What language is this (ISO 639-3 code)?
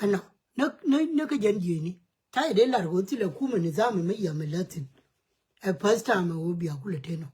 nus